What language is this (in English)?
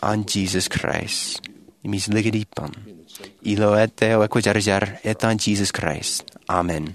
Marshallese